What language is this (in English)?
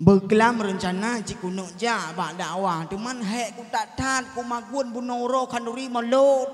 Achinese